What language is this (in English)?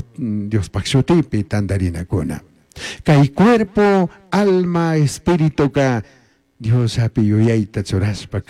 Chimborazo Highland Quichua